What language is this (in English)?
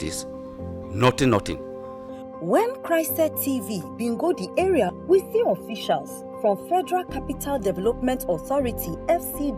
Nigerian Pidgin